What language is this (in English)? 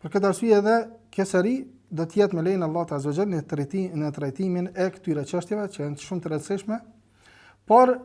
Albanian